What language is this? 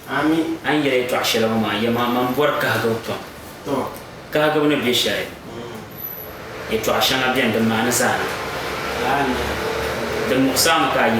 Dagbani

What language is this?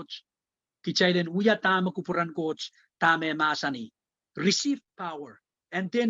Pohnpeian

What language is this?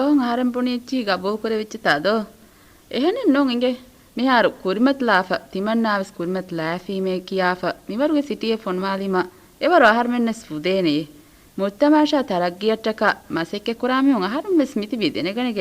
Divehi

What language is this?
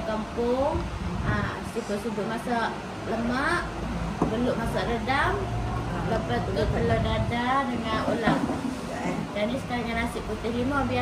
Malay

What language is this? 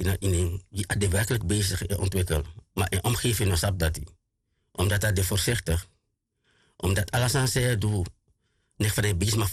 Sranan Tongo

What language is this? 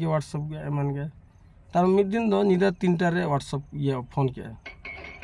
Santali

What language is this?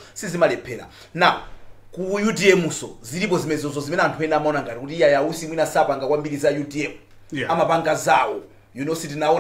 Nyanja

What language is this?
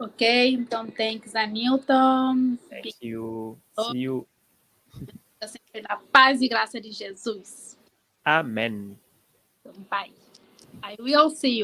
Kabuverdianu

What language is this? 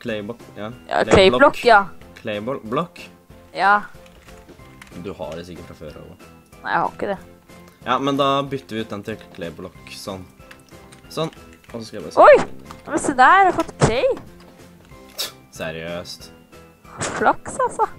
Norwegian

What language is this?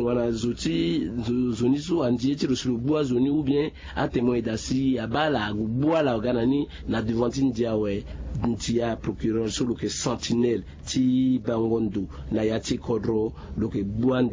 Sango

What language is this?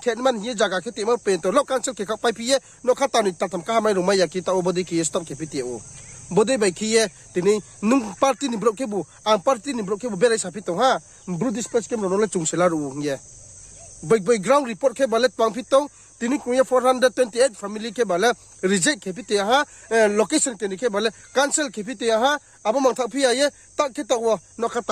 Riang (India)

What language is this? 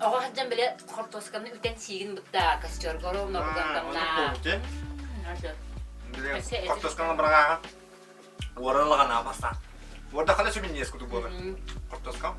Yakut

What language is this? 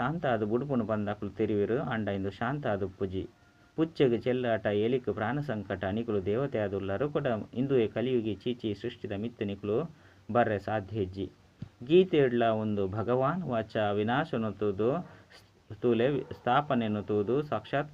Tulu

